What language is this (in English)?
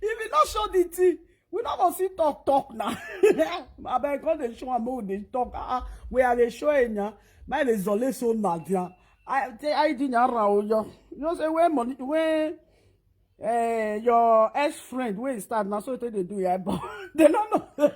Nigerian Pidgin